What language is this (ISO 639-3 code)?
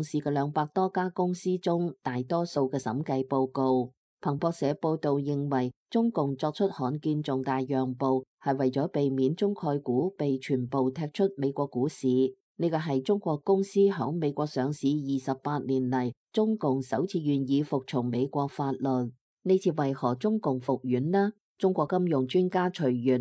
yue